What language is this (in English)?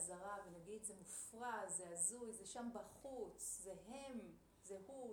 Hebrew